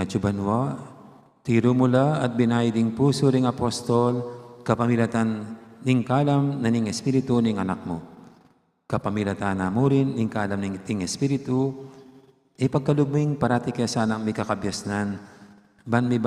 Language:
Pampanga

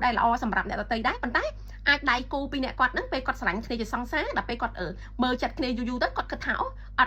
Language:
Khmer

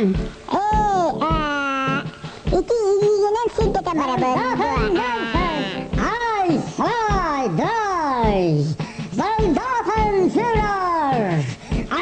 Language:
Yakut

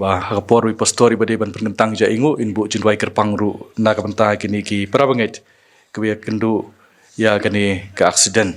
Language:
Khasi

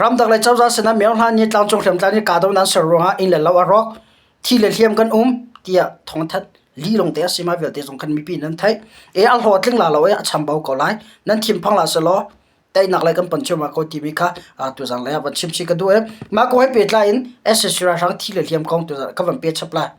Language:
Hakha Chin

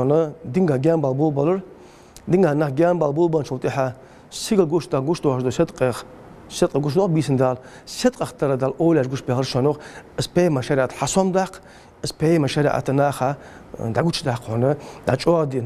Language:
Ingush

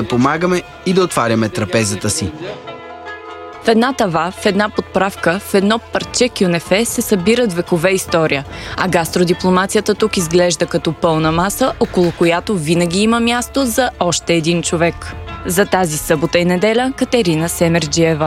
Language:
Bulgarian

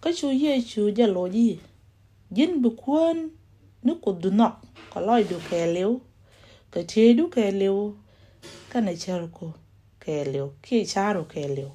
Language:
Nuer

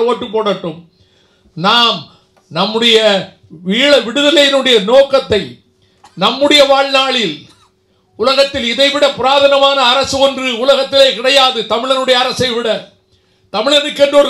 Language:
Tamil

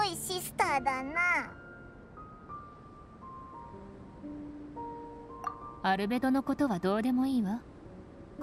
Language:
Japanese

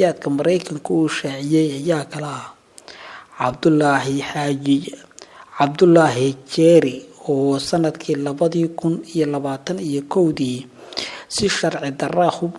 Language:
Somali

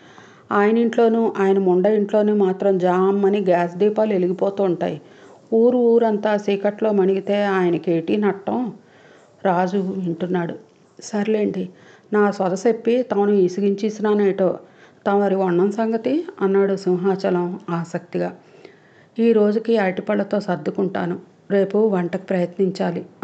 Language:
Telugu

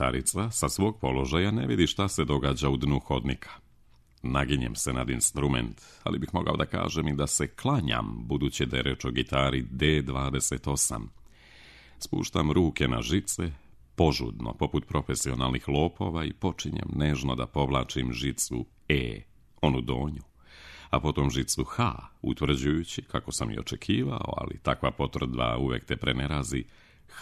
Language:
Serbian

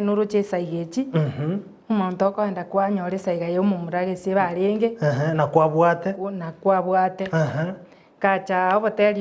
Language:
Gusii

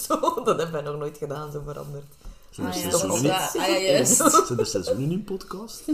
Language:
Dutch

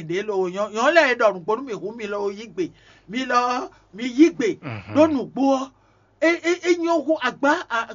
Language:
Fon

